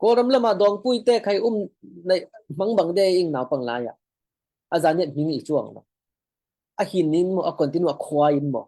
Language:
Falam Chin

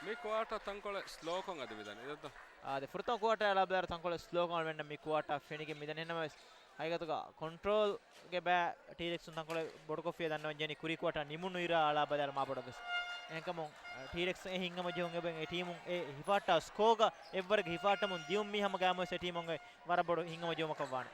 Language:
Divehi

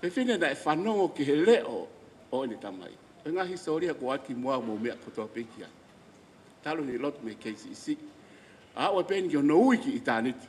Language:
Tongan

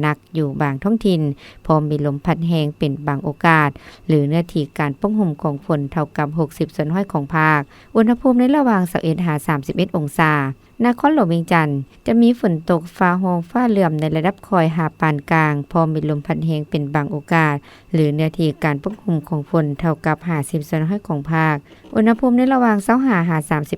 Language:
Lao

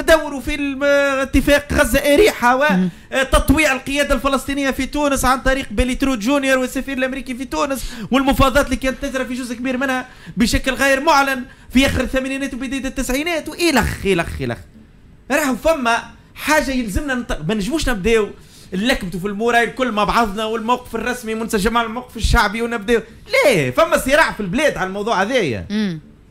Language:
Tunisian Arabic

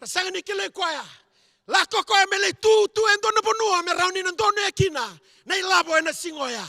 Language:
Fijian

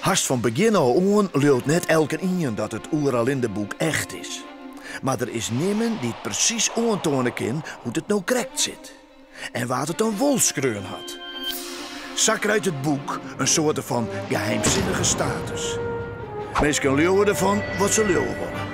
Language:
Western Frisian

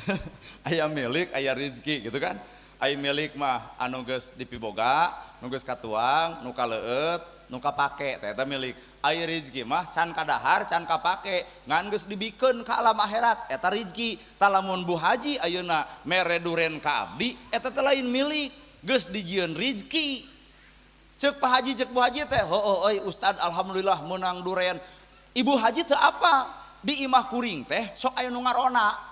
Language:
Sundanese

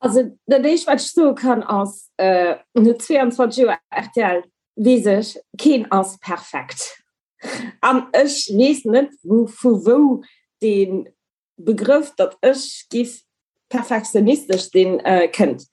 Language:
Luxembourgish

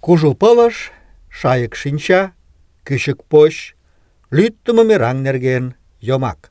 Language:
Mari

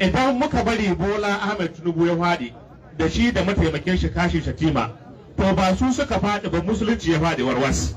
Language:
Hausa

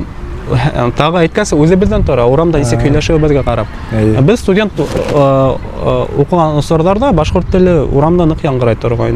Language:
Bashkir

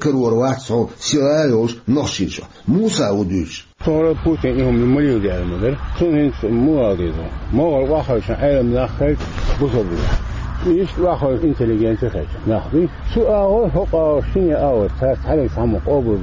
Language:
Chechen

